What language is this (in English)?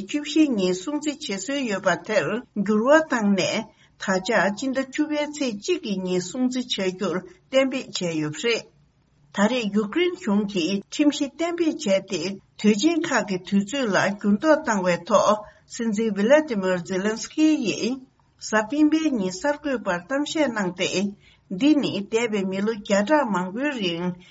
Tibetan